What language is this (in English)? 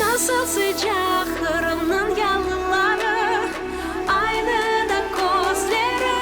Crimean Tatar